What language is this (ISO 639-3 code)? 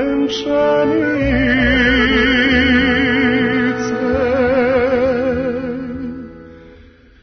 srp